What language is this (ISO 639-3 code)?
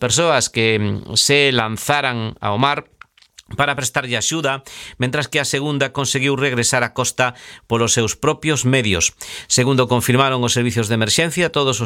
glg